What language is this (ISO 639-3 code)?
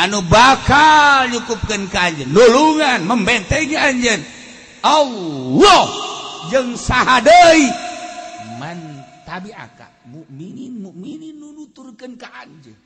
sun